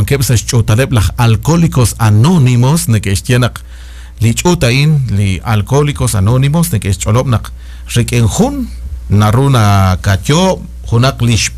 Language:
Kekchí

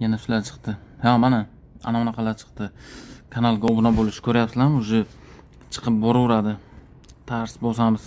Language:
Uzbek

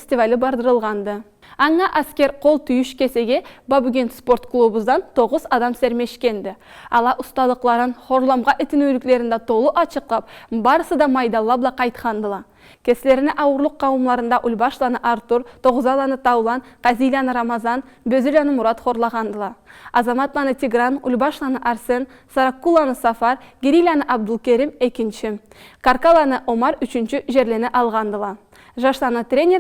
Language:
Karachay-Balkar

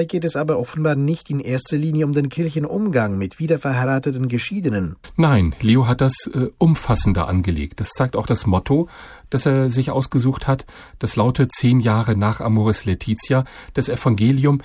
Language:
German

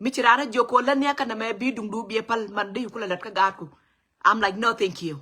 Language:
Nuer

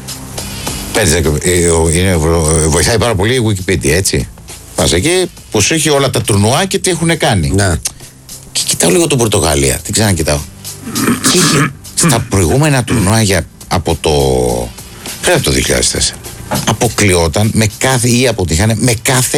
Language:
Greek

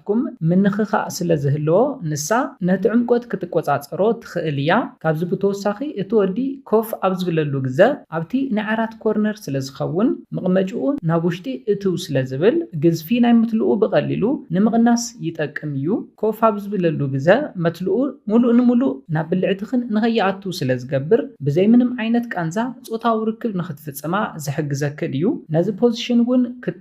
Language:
Tigrinya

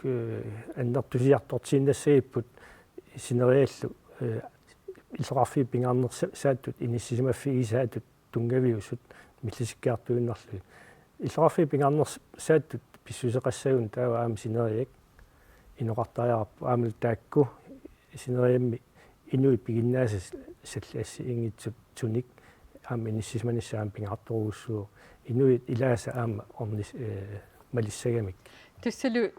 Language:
Kalaallisut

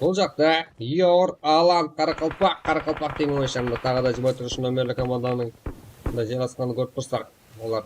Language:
Kara-Kalpak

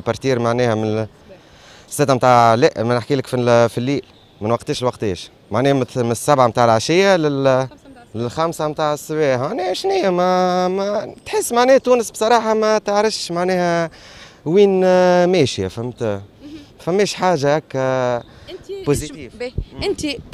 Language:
Tunisian Arabic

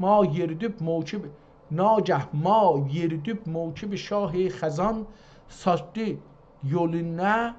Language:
South Azerbaijani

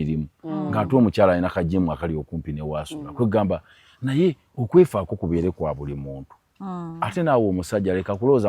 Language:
Ganda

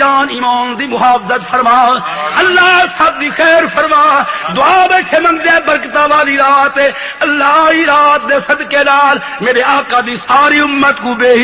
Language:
Saraiki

